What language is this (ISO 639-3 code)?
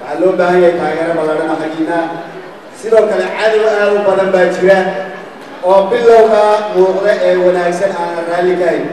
som